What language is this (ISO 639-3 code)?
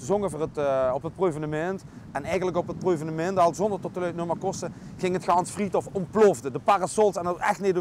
lim